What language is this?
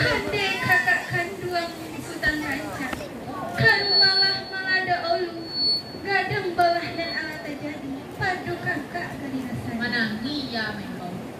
Minangkabau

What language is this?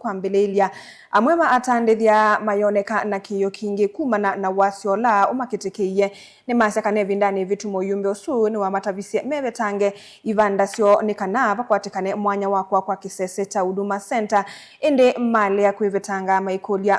Kamba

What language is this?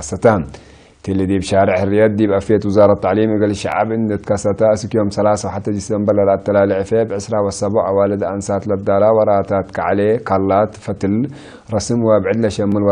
Tigre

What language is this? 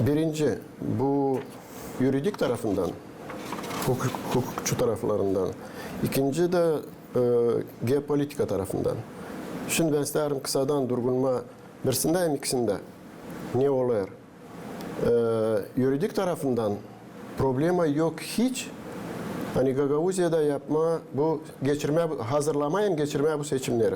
Gagauz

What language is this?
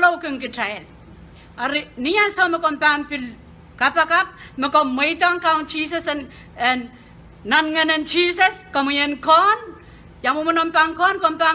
Pohnpeian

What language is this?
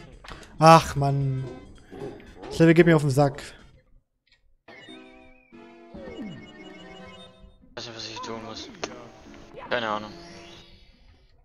German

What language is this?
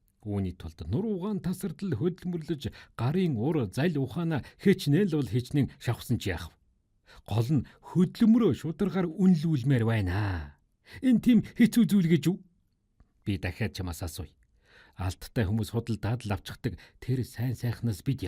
Mongolian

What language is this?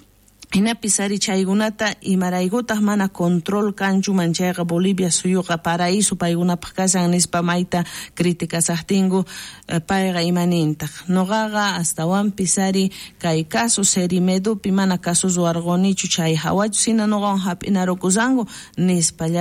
South Bolivian Quechua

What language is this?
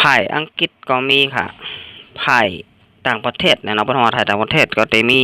Shan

